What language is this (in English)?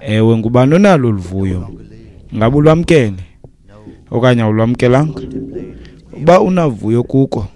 Xhosa